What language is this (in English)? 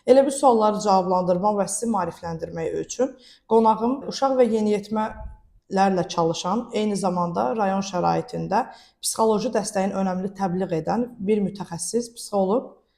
Azerbaijani